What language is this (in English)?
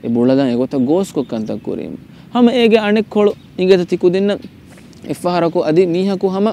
Divehi